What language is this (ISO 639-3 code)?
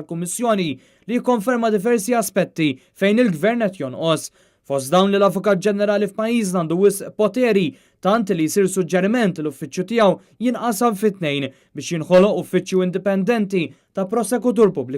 mlt